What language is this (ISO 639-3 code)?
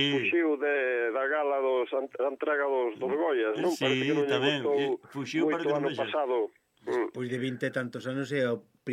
glg